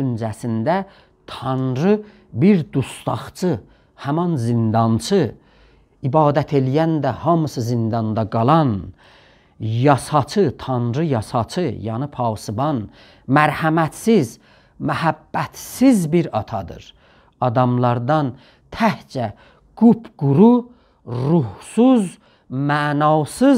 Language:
South Azerbaijani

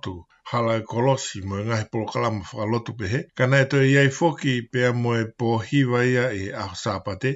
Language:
Tongan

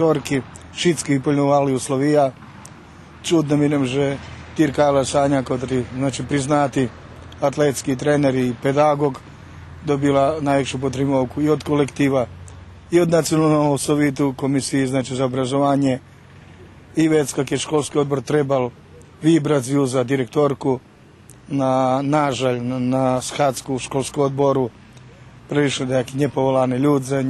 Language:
Rusyn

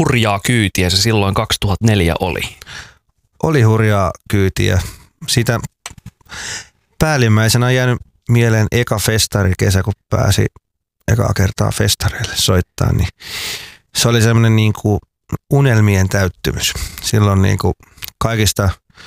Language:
Finnish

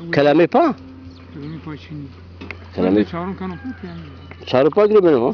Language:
Zaza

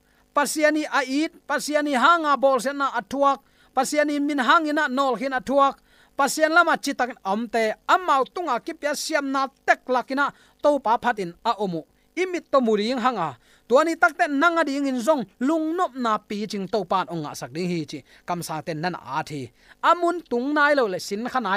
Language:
Tedim Chin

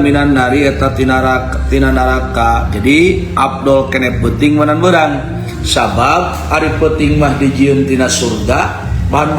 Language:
Sundanese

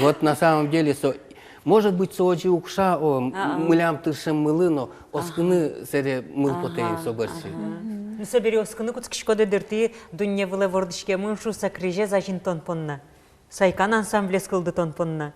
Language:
Udmurt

